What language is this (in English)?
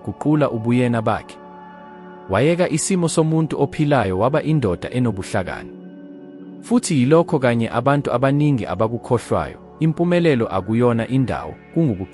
Zulu